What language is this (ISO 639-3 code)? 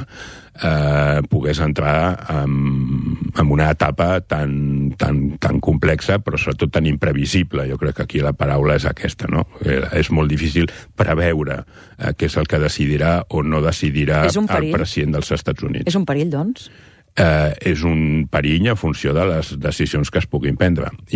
cat